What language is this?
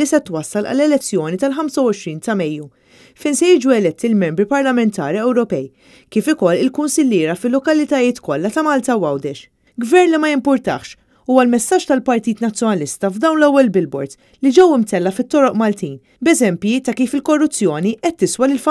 Maltese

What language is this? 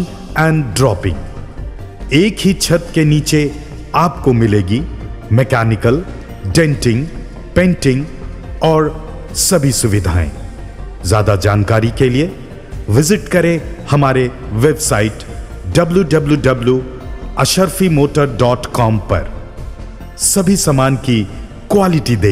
Hindi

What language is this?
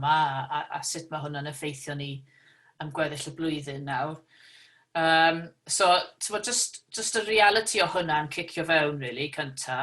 Welsh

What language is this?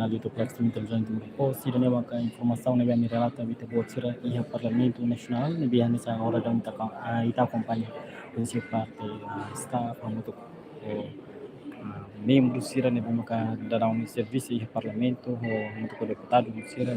Tetum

